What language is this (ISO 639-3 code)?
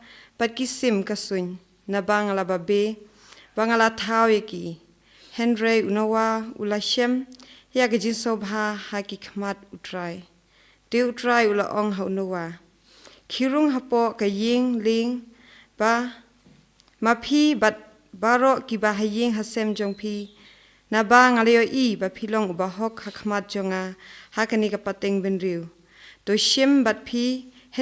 kha